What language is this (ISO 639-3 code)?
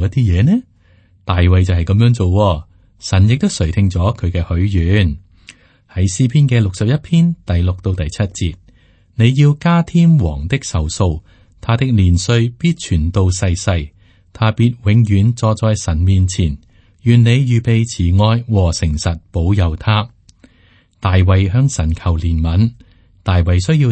yue